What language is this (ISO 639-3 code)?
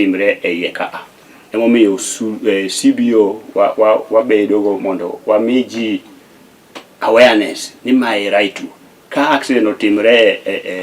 luo